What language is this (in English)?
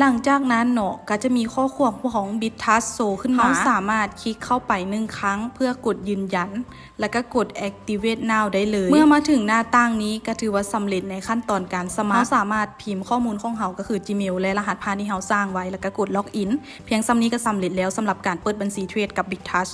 Lao